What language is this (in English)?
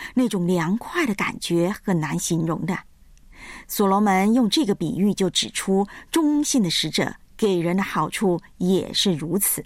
Chinese